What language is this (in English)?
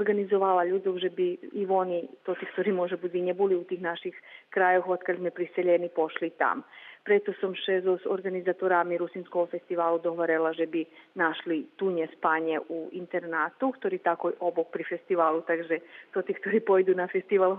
Rusyn